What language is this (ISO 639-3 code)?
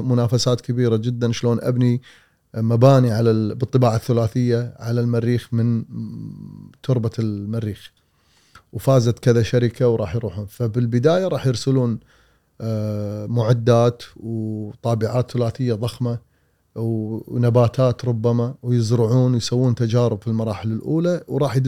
afb